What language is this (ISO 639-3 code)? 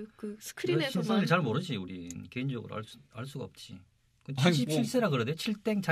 kor